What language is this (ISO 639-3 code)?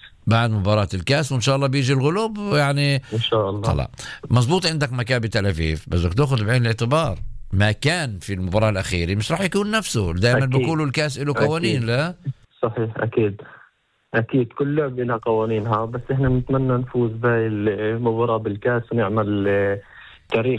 apc